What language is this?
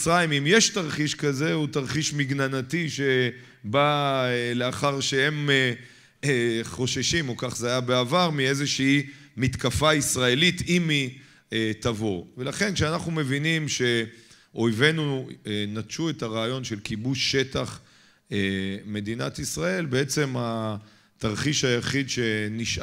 Hebrew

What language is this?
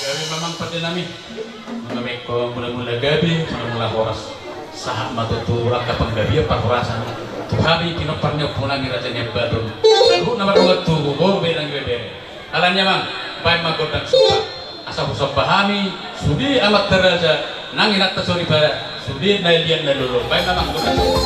Batak Toba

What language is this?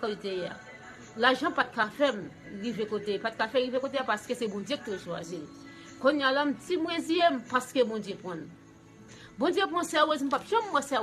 Haitian Creole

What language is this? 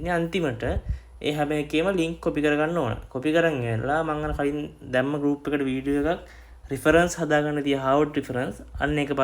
Sinhala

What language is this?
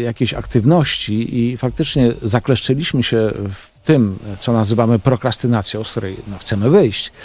Polish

